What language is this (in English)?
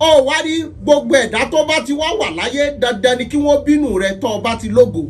Yoruba